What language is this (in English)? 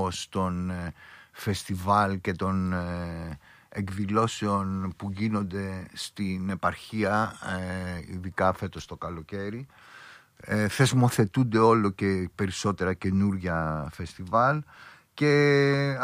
Greek